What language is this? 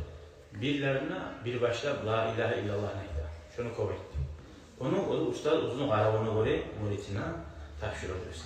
Kumyk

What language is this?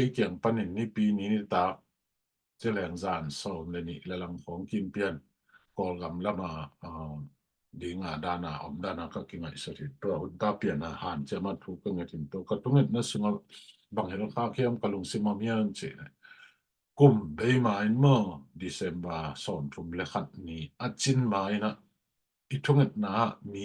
Tedim Chin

